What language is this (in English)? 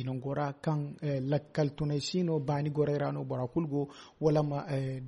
Zarma